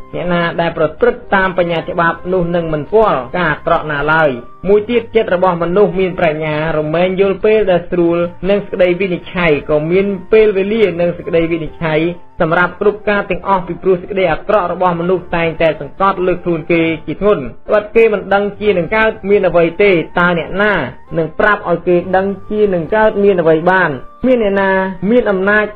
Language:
Khmer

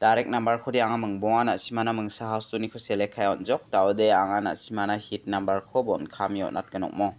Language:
Garo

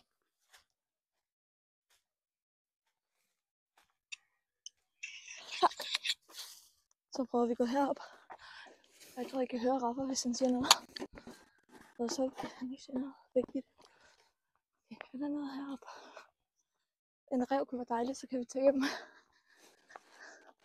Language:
Danish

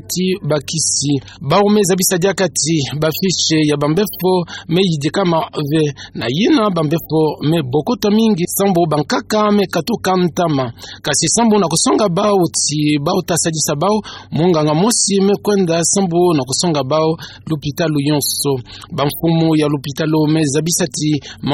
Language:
Kituba (Democratic Republic of Congo)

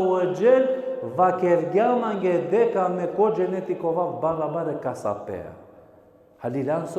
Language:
Balkan Romani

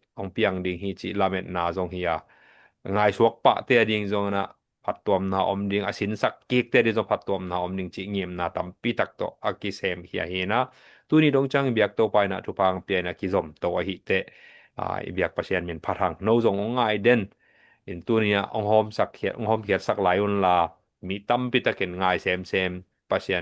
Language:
Tedim Chin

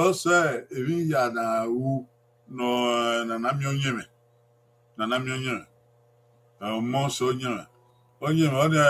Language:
Bini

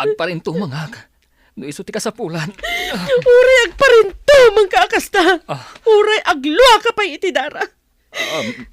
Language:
Iloko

